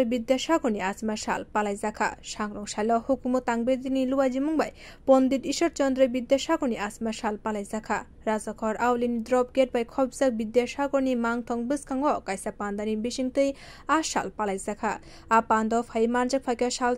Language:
Kok Borok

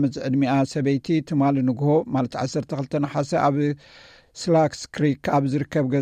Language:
Tigrinya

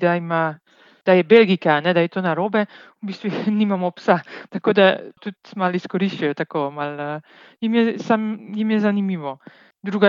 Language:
Slovenian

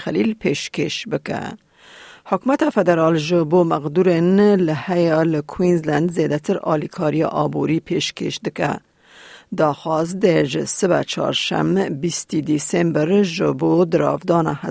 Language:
Kurdish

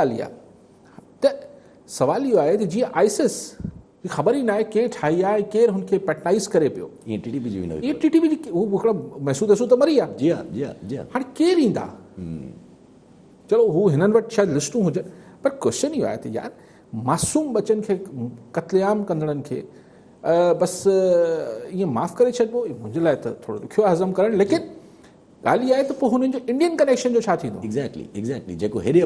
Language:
Sindhi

